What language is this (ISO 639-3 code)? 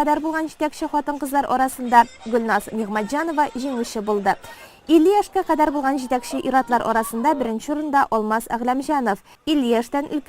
tat